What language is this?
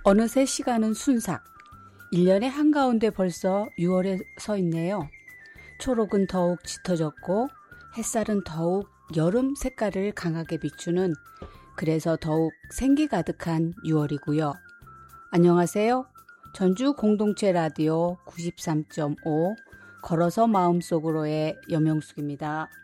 Korean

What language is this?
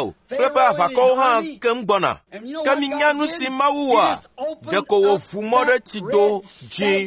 Ewe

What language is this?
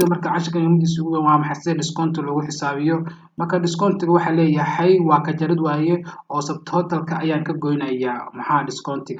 Somali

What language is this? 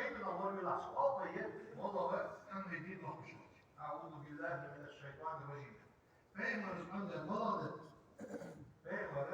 Ingush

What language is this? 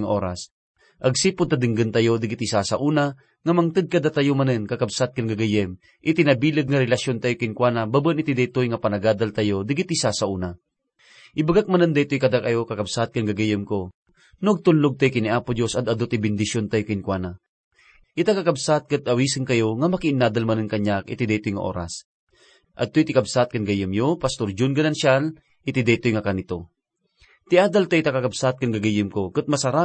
Iloko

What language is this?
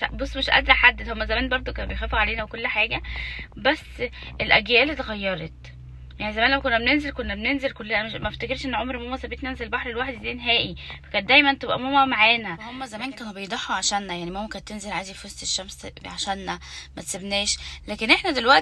Egyptian Arabic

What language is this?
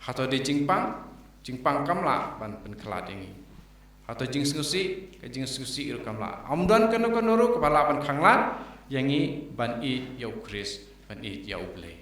Khasi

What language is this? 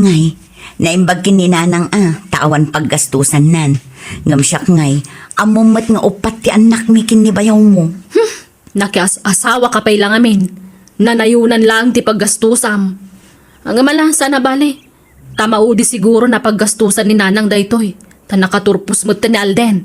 Iloko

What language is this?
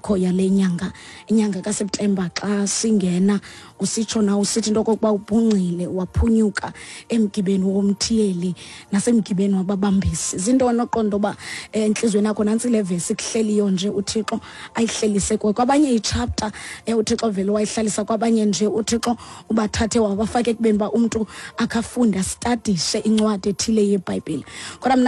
Xhosa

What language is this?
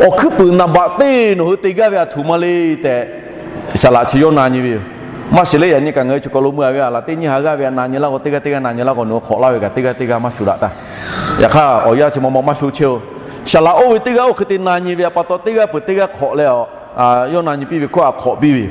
Lahu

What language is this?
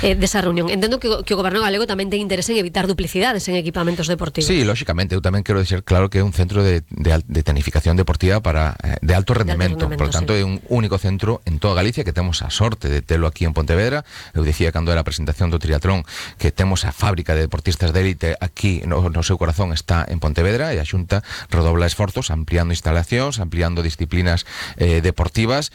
Galician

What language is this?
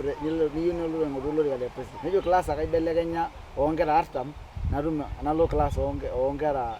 Masai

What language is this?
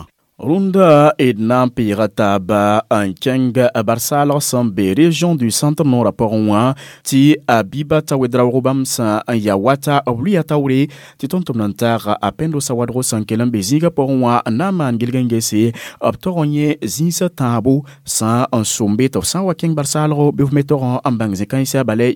Mossi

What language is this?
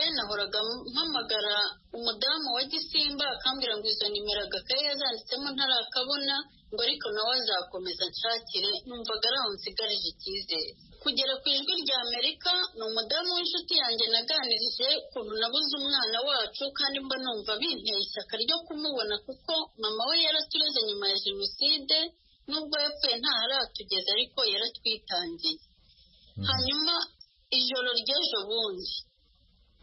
Kinyarwanda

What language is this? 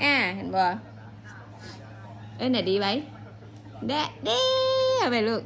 Lao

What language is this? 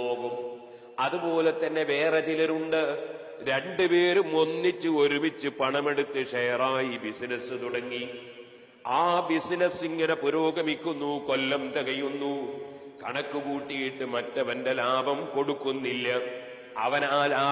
Malayalam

